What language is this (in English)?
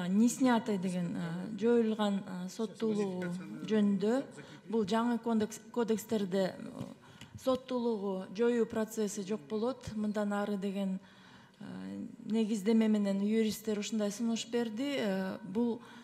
Kyrgyz